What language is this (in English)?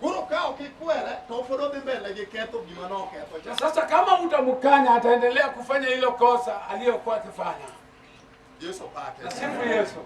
Luo (Kenya and Tanzania)